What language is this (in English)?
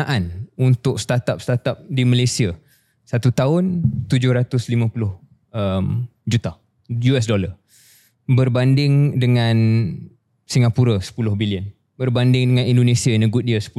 Malay